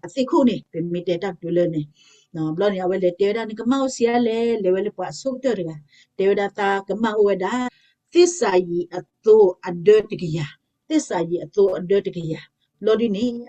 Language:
S'gaw Karen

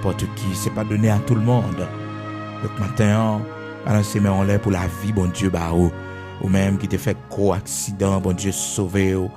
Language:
Haitian Creole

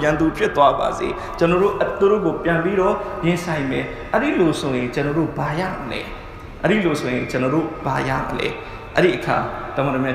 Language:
Burmese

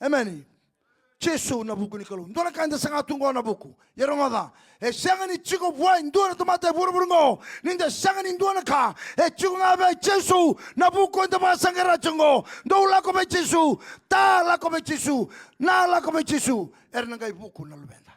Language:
Fijian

